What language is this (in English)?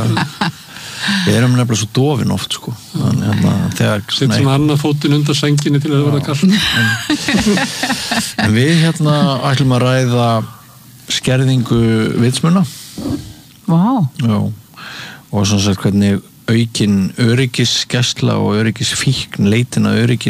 Icelandic